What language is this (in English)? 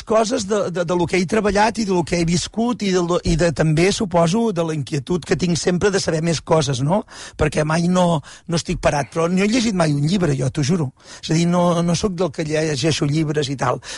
Catalan